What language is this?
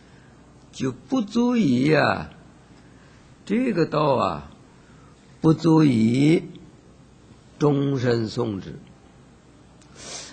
Chinese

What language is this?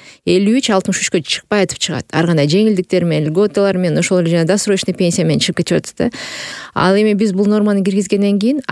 Kyrgyz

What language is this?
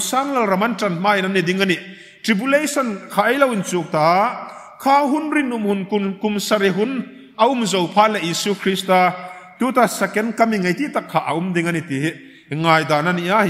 Hmar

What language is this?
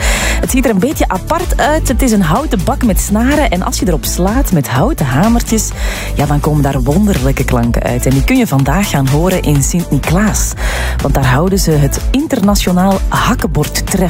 Dutch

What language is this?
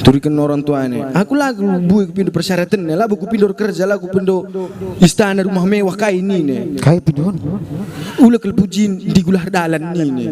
Batak Karo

